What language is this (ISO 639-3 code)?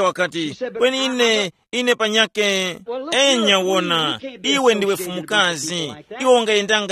tum